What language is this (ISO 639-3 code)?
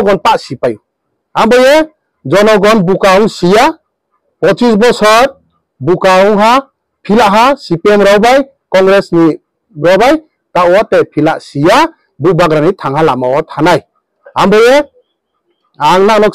ria